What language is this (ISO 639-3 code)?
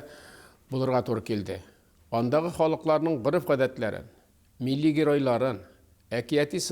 tat